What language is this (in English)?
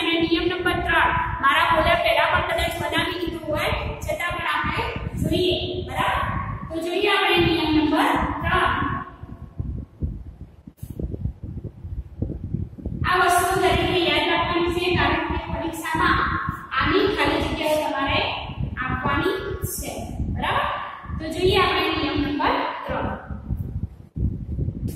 Gujarati